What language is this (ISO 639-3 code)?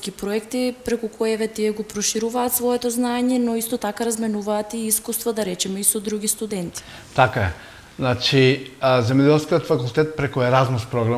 mkd